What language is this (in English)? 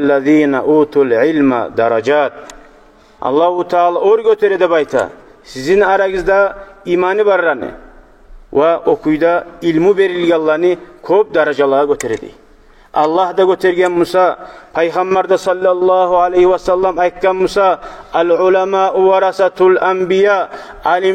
Kumyk